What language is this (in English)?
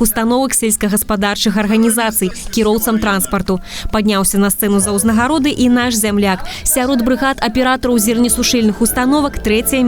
Belarusian